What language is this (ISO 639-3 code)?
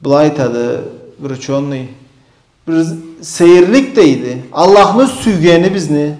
krc